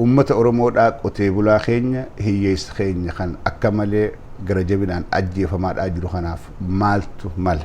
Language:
Oromo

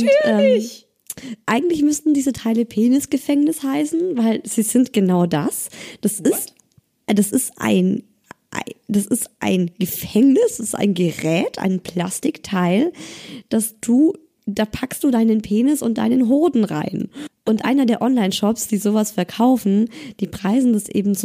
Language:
German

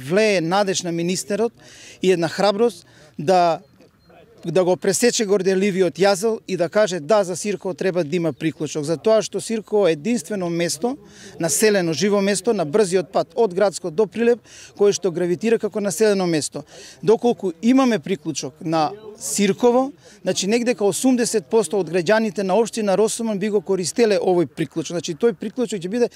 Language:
Macedonian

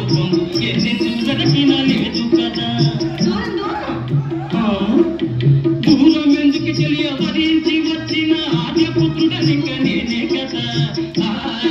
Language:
Telugu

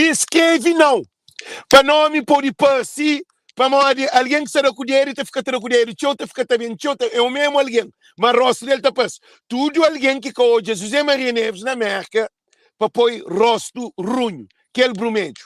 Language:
Kabuverdianu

